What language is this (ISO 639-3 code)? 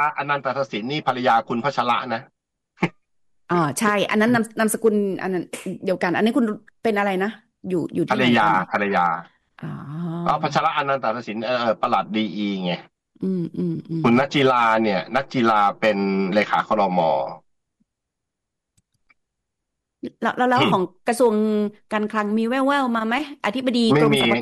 tha